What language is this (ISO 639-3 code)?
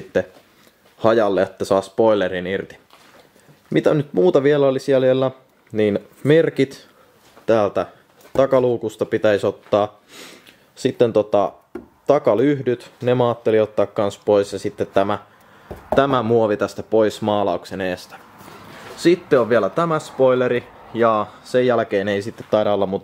fin